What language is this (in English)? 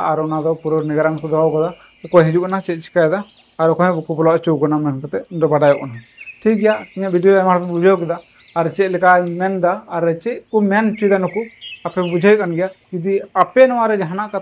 Santali